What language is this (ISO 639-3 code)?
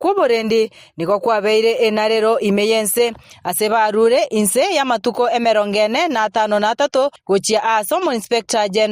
guz